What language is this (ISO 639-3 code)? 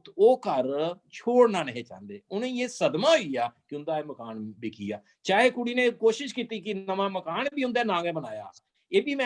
doi